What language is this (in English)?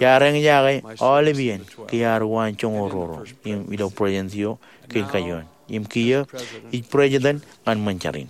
Marshallese